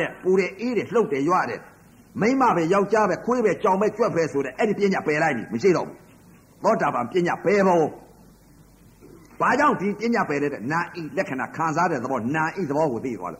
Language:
Burmese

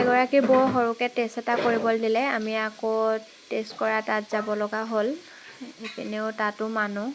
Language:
Assamese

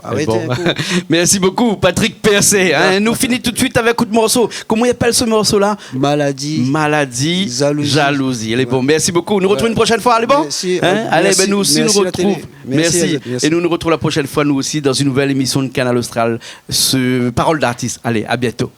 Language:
Réunion Creole French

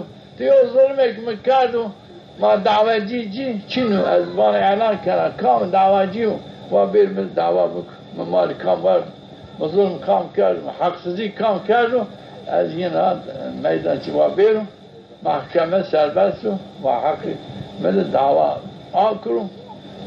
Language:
Zaza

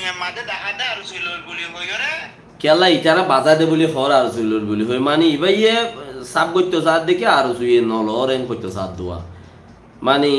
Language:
Rohingya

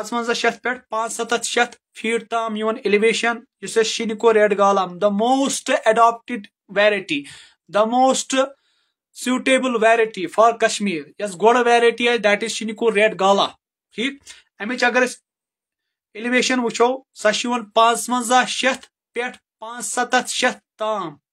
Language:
Kashmiri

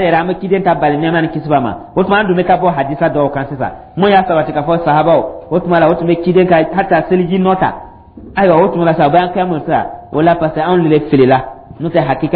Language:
Dyula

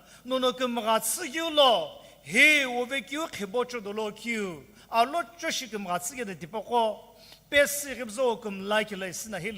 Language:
Sumi Naga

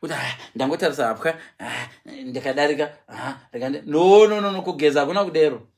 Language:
Shona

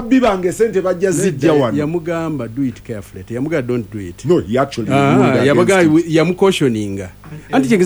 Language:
Ganda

